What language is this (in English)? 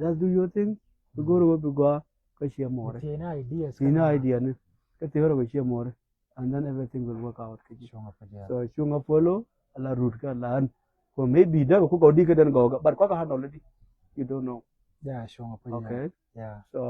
Nuer